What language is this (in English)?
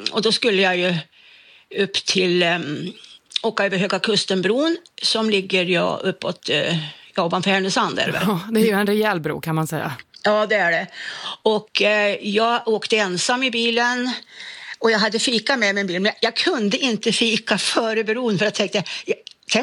Swedish